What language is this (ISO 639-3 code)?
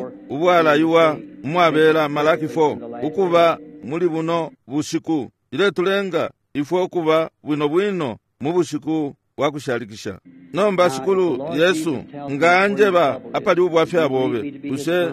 bem